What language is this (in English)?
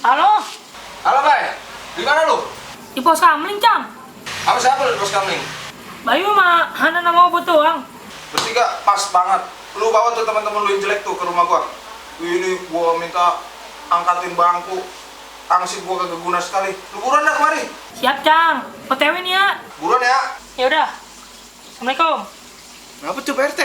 Betawi